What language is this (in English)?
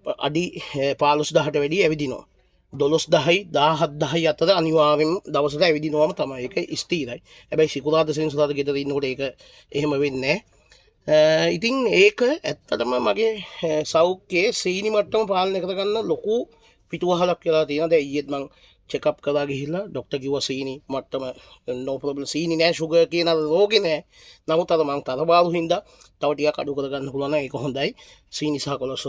Sinhala